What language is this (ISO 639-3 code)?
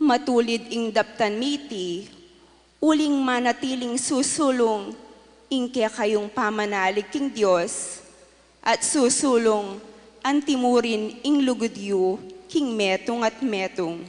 pam